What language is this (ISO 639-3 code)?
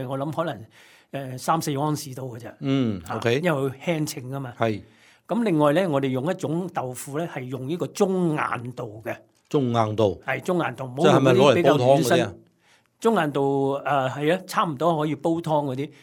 yue